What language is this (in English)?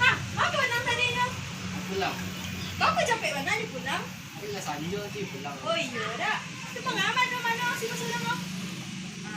Minangkabau